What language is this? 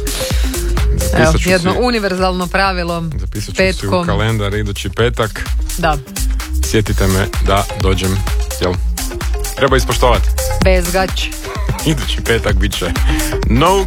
Croatian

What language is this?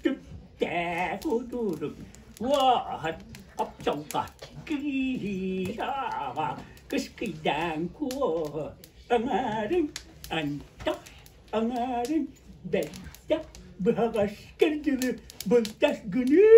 Yakut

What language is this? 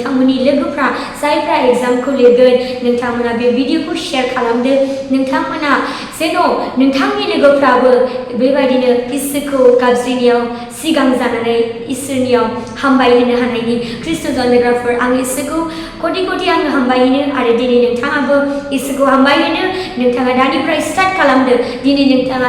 Bodo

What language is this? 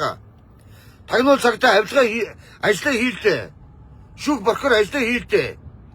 Mongolian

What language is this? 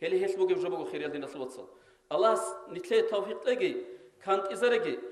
Avaric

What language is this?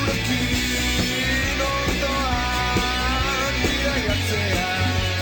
Basque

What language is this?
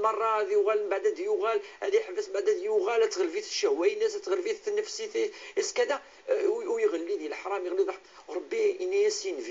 Kabyle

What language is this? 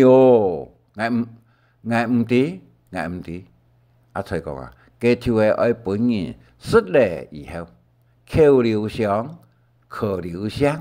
Hakka Chinese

